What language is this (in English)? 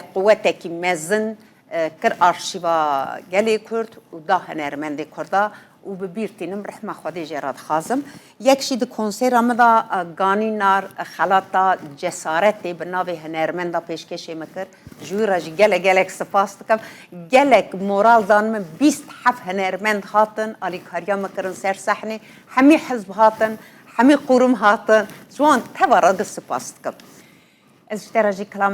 Kurdish